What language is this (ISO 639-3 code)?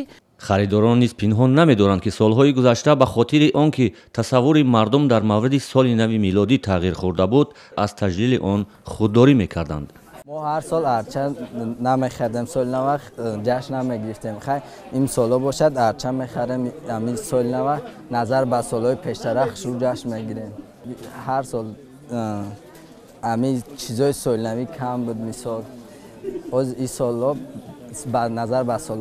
tgk